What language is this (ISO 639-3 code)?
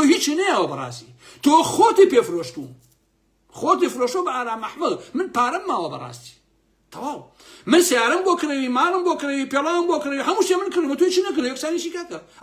ckb